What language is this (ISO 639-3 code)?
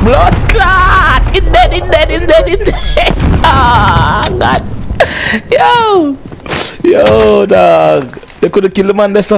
jam